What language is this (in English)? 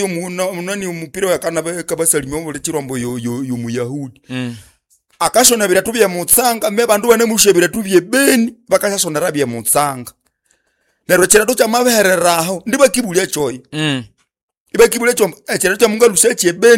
Nande